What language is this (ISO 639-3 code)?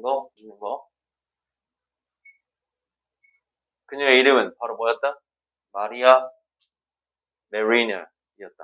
kor